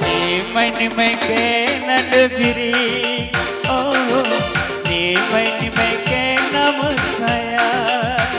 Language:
Batak Karo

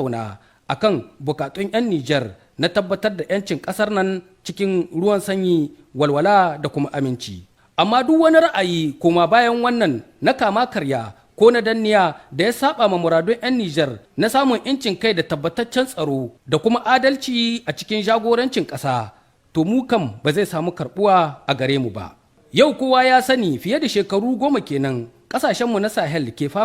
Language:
Hausa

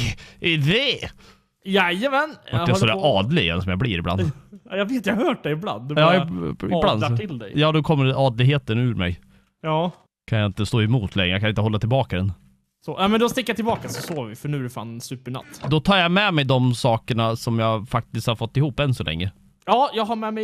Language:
Swedish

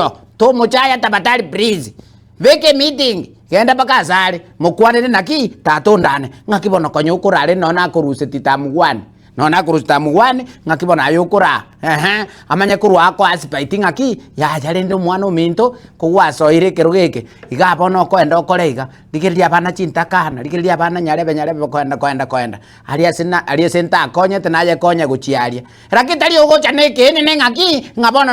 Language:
Gusii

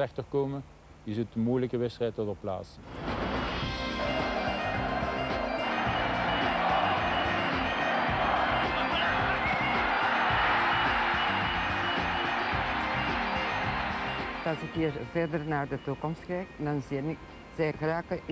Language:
Dutch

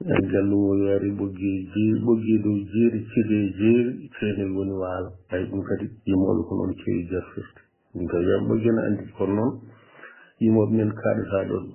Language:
Fula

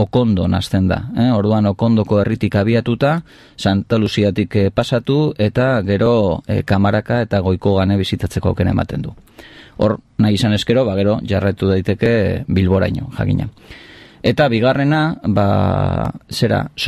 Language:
Basque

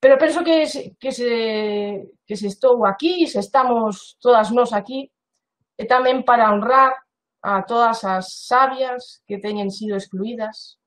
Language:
Galician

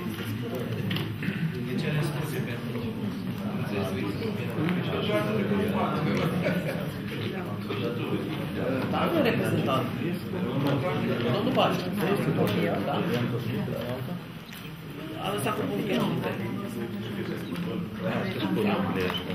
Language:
Romanian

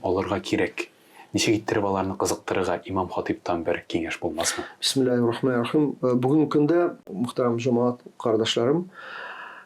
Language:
Tatar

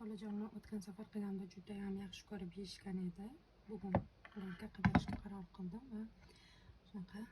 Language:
Uzbek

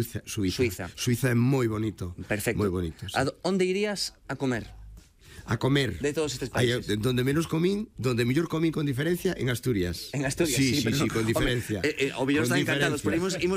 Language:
Galician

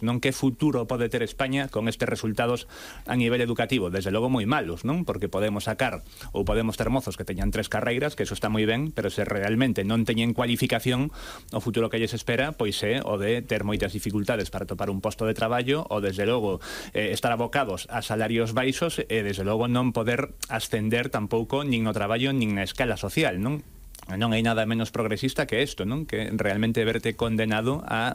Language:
Galician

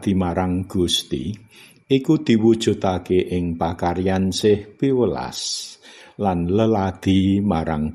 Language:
Javanese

